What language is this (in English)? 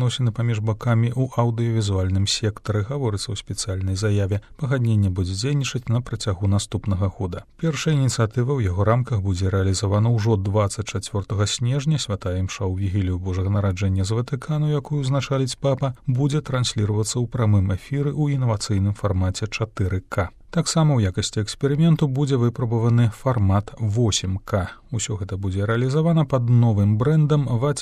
Belarusian